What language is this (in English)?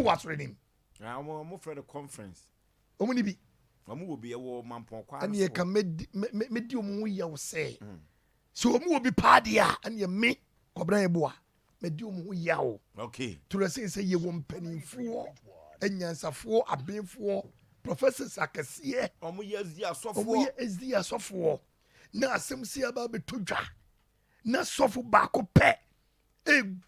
Akan